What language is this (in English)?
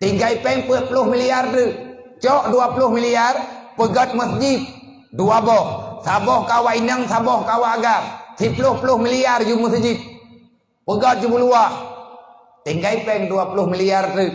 Achinese